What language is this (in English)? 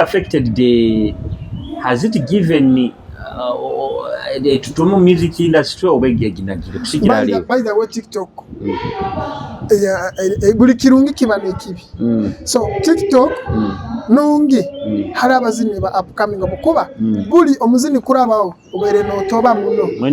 Nyoro